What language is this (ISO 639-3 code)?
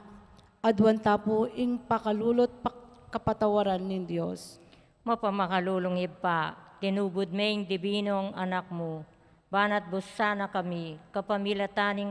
pam